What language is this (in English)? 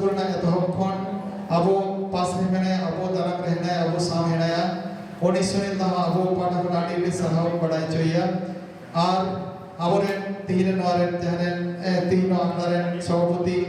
Santali